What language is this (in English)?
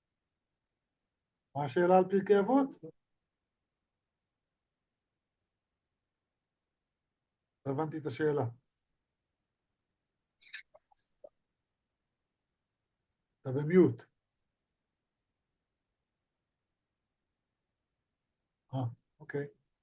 Hebrew